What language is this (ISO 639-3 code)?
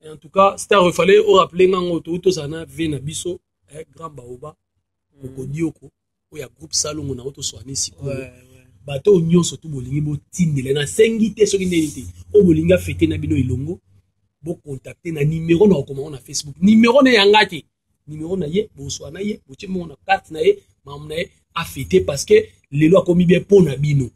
lin